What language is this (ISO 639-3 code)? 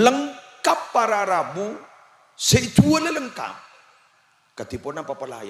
mad